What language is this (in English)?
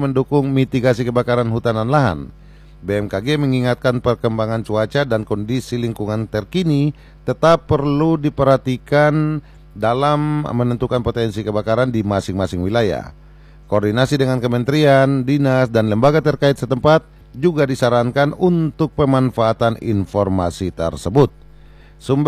Indonesian